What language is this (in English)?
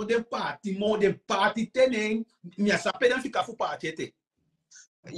Sranan Tongo